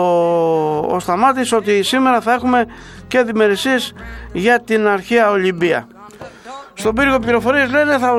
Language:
Greek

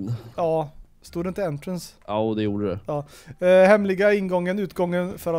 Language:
Swedish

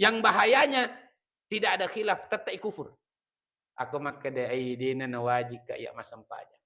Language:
Buginese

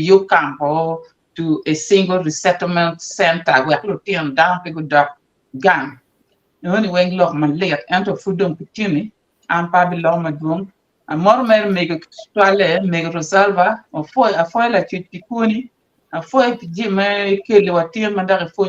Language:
Acoli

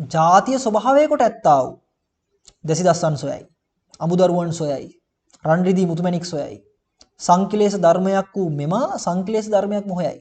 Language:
Sinhala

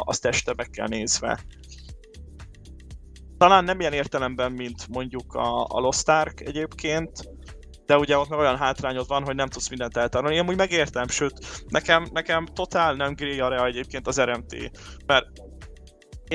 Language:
Hungarian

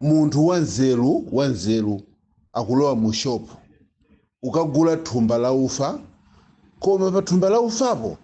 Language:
Nyanja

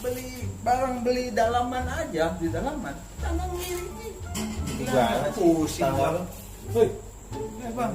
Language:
Betawi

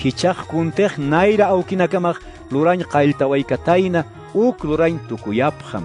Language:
Aymara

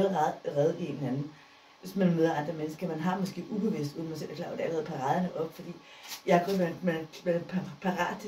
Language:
Danish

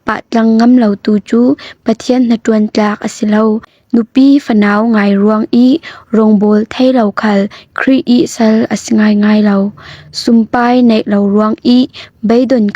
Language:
Falam Chin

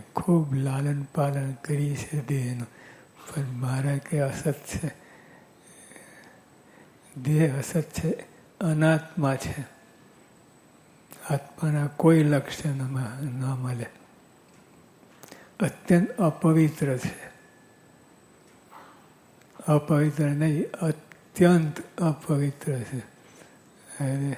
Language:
Gujarati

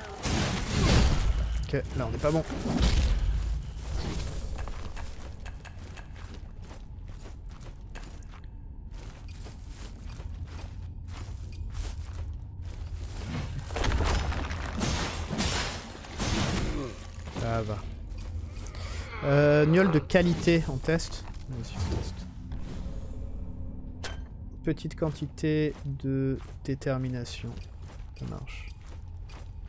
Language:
French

